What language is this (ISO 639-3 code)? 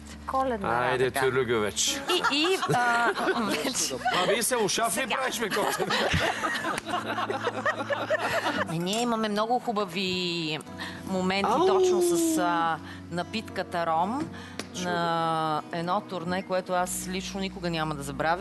bul